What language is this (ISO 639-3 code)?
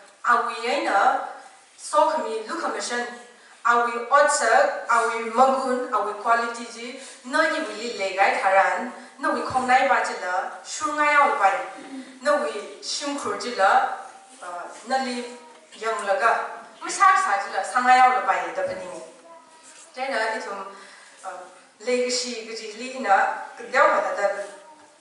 nmf